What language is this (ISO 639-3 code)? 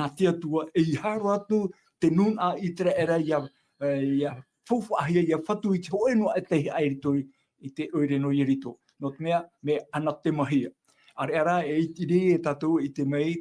tah